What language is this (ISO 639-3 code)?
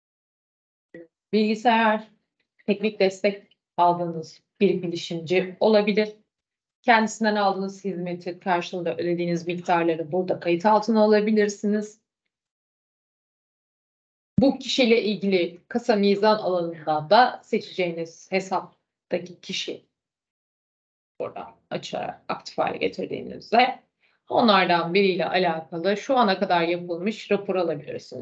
tur